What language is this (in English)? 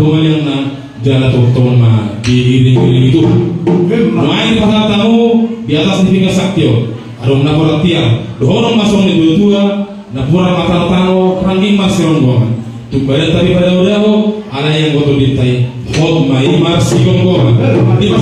Batak Toba